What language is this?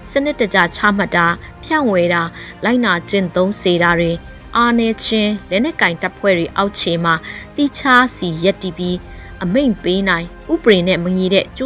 Burmese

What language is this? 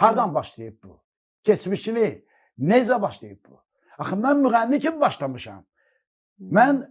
Azerbaijani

